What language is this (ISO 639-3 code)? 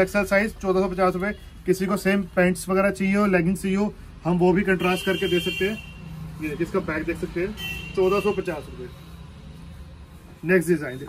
hin